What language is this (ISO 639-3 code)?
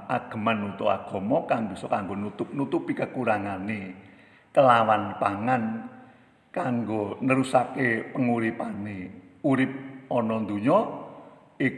jav